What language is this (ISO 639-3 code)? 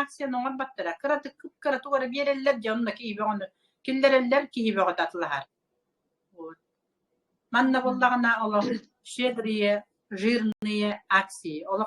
sah